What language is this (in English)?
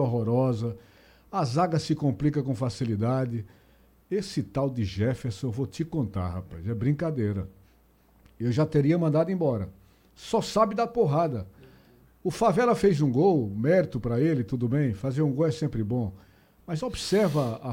Portuguese